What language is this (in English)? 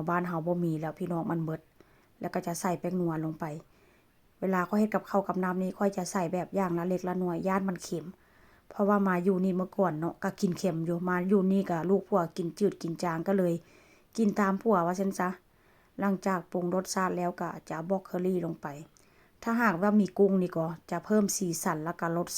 Northeastern Thai